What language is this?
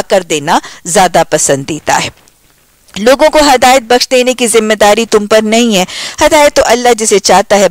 Urdu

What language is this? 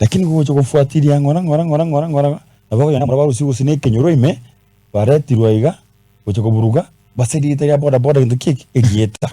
Gusii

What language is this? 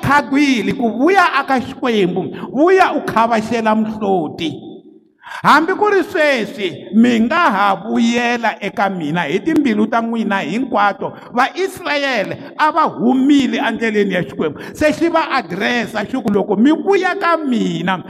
Tsonga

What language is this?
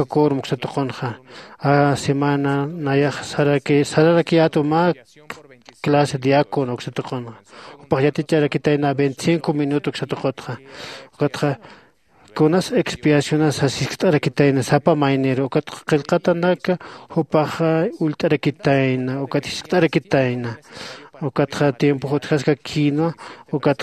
Aymara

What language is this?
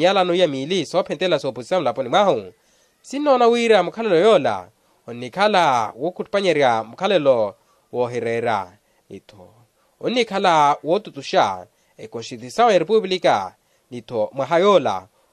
Makhuwa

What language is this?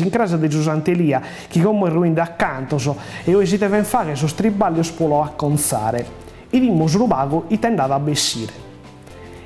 Sardinian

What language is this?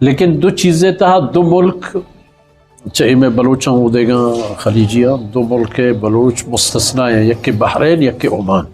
Eastern Balochi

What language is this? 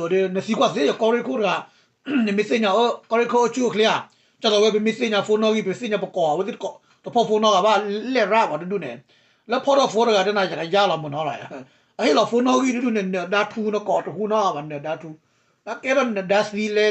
S'gaw Karen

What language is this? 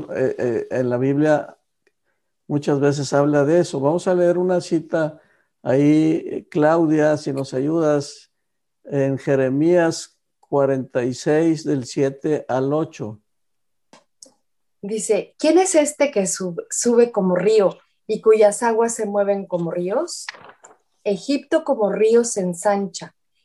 Spanish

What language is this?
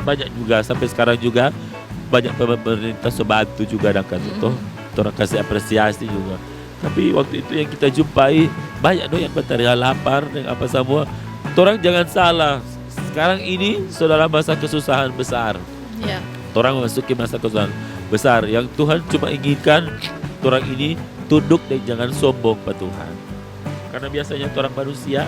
Manado Malay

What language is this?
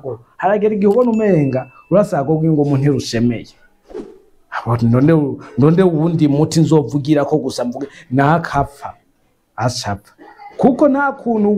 Rundi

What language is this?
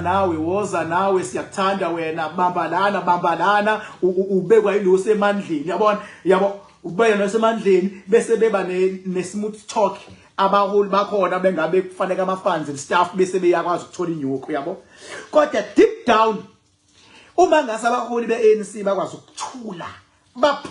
Zulu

